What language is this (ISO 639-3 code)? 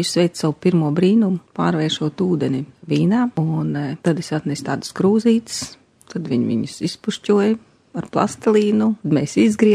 lav